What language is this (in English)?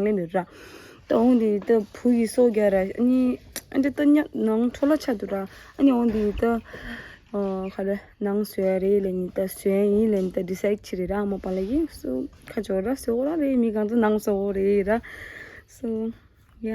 Tibetan